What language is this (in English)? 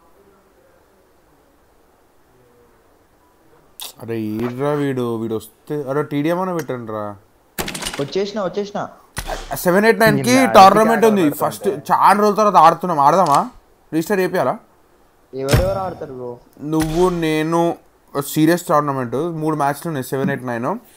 Telugu